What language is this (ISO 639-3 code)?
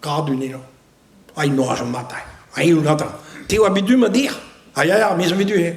bre